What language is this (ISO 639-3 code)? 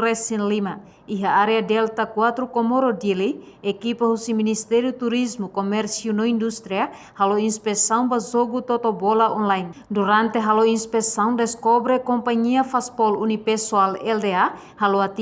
tet